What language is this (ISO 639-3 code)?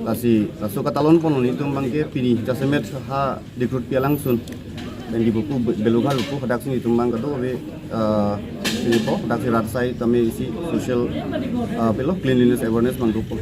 mjw